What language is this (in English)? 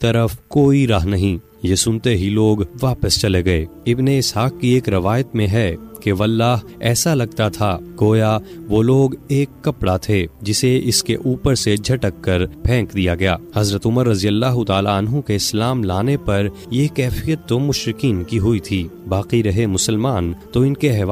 Urdu